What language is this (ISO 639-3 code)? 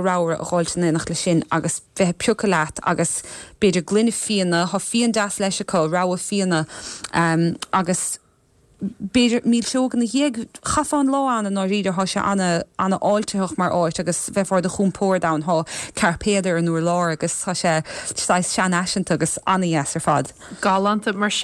gle